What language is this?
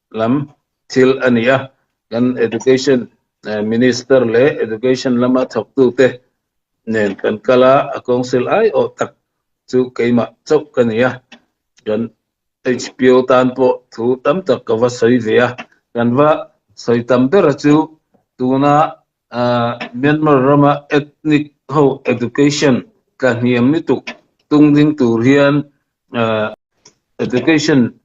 Hakha Chin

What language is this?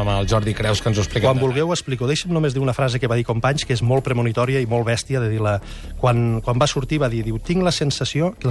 Catalan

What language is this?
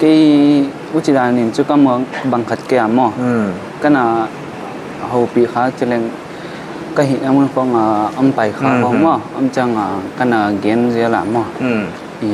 Paite Chin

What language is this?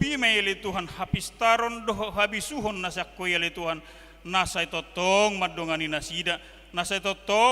Batak Toba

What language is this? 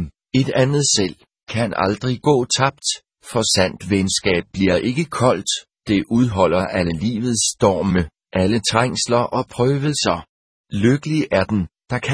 Danish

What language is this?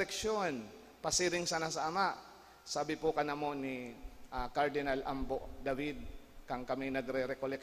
Bikol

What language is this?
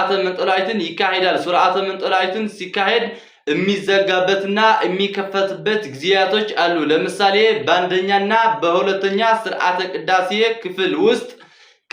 Amharic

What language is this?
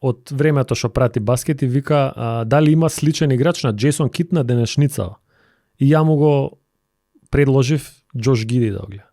Macedonian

